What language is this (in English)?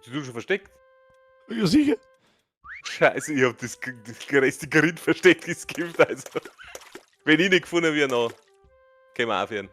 Bavarian